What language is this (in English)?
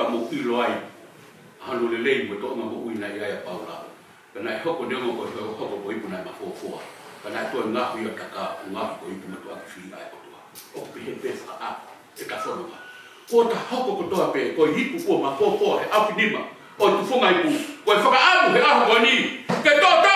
Tongan